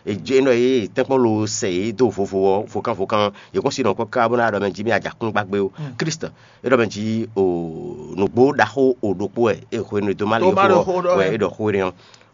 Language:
Fon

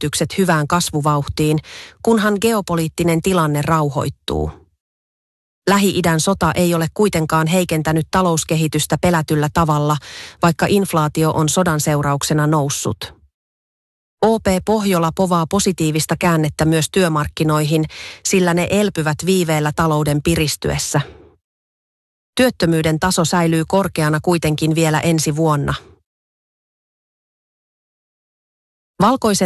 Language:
Finnish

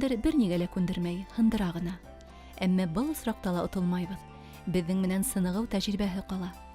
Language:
Bashkir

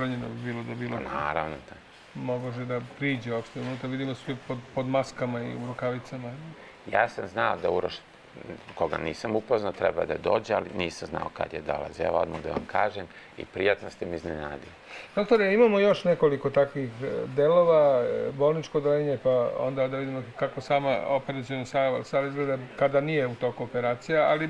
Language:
Serbian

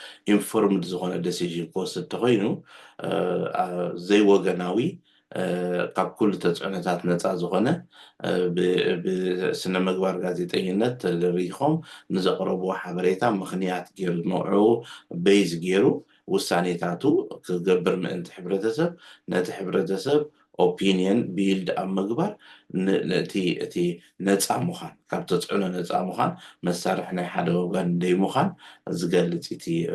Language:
Tigrinya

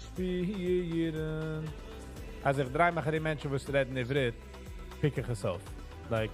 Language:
Yiddish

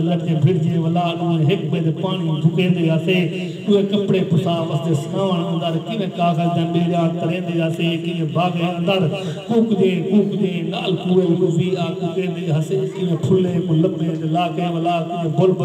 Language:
Saraiki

